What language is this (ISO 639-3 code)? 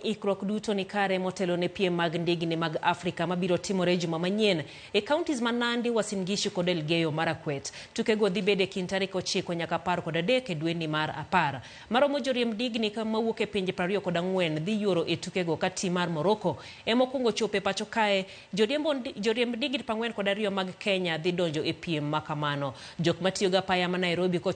luo